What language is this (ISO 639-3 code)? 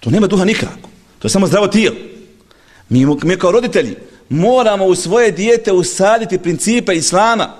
bos